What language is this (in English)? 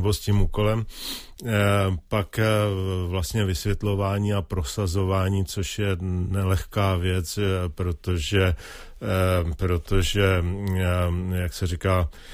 Czech